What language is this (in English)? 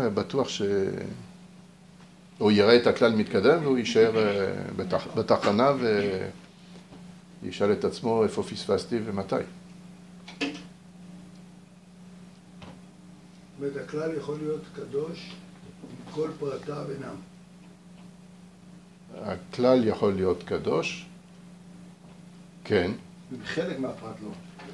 Hebrew